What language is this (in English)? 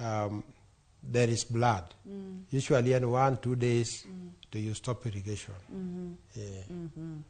Luo (Kenya and Tanzania)